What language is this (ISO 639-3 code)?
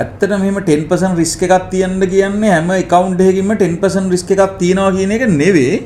sin